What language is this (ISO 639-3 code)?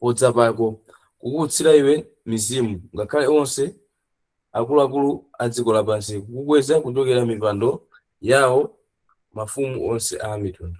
nya